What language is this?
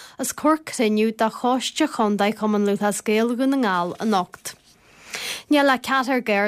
Irish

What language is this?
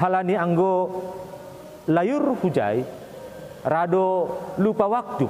Batak Simalungun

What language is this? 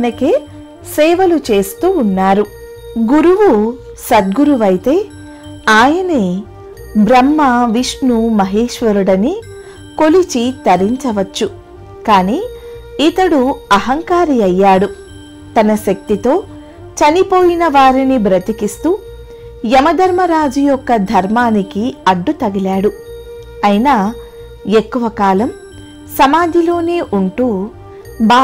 Telugu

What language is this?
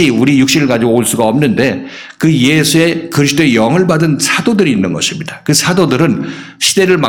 Korean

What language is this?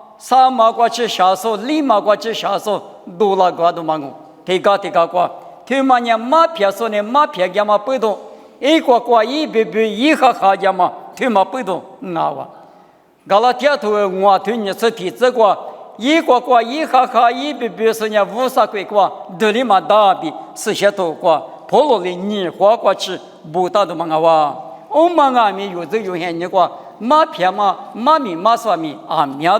Lisu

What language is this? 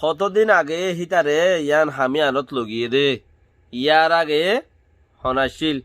Rohingya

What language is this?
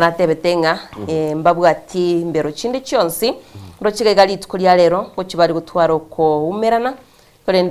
Gusii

